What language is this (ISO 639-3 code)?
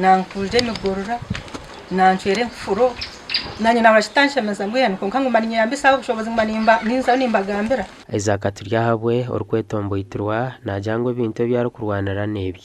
nyn